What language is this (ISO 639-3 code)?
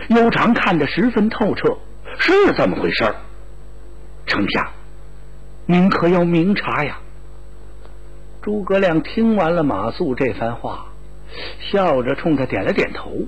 zho